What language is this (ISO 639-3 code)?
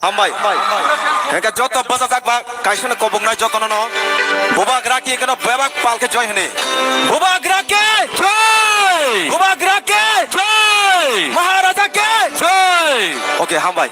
trp